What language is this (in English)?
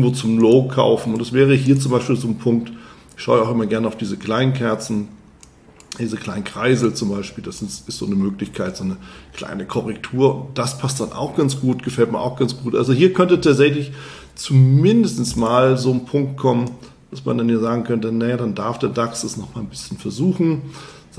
German